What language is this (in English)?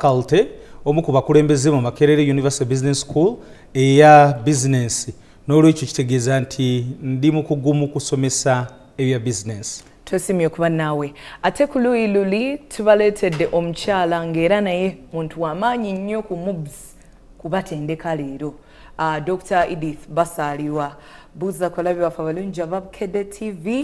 Ganda